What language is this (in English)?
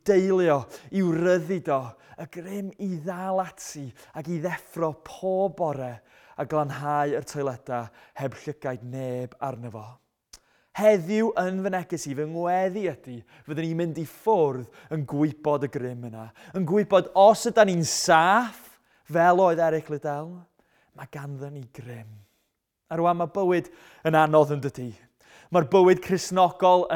Welsh